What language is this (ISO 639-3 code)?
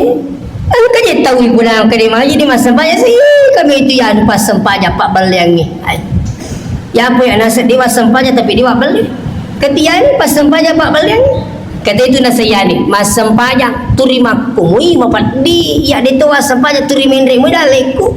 bug